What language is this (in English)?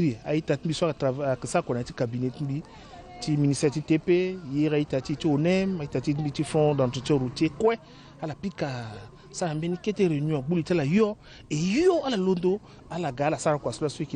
Sango